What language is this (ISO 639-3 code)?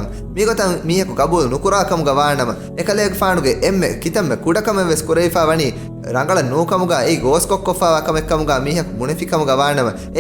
div